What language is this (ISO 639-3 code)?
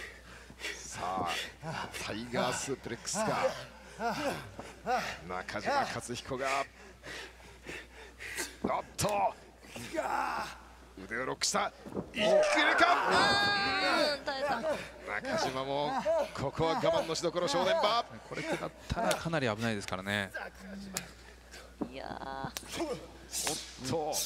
jpn